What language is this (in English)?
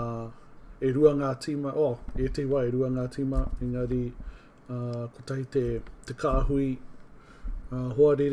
Māori